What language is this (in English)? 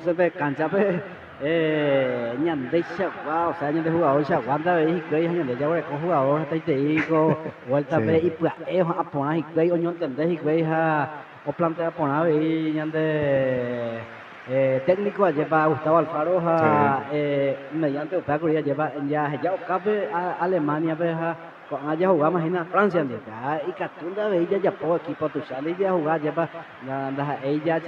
Guarani